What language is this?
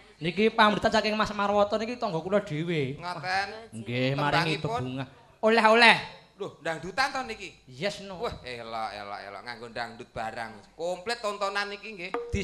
Javanese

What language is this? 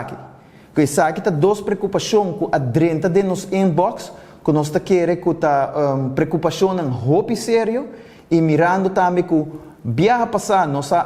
Papiamento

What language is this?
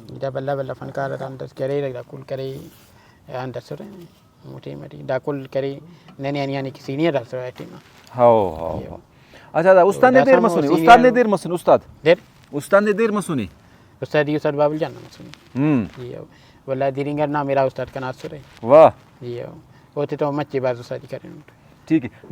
Brahui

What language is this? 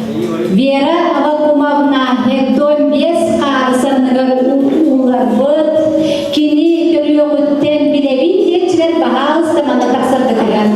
Yakut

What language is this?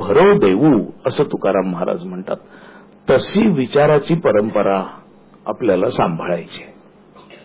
Marathi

